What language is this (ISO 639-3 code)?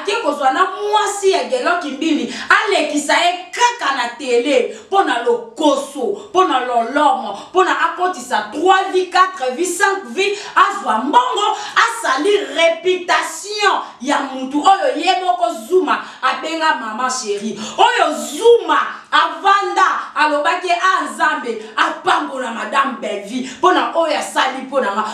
lin